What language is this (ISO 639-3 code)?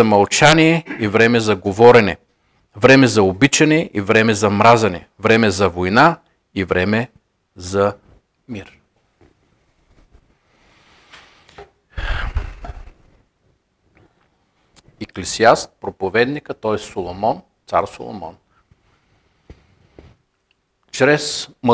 bul